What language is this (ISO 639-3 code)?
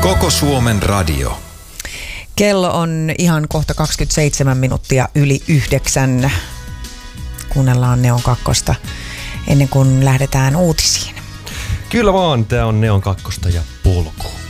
fin